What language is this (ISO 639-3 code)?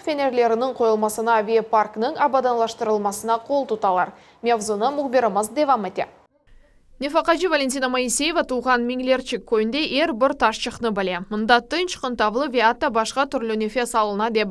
crh